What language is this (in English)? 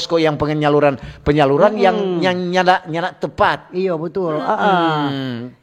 Manado Malay